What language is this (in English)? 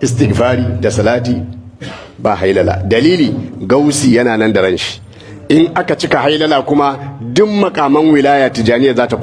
Hausa